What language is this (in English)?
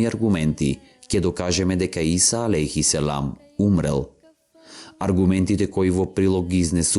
Macedonian